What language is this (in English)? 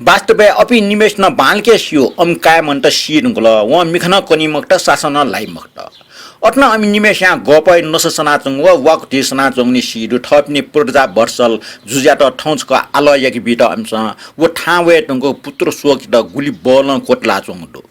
Newari